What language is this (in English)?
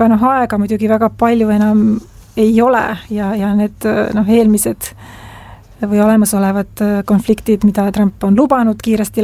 Estonian